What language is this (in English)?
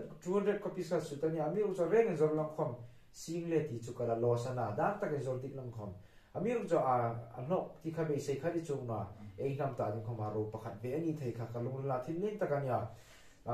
Hmar